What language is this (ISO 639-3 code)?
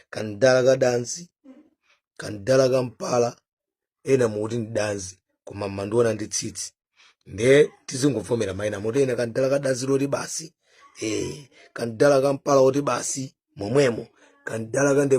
nya